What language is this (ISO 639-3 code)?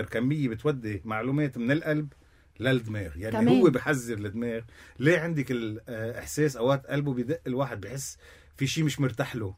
apc